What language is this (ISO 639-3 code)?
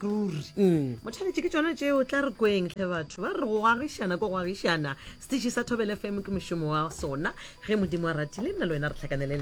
nso